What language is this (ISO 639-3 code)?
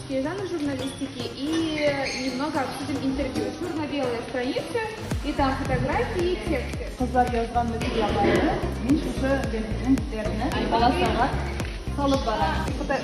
tat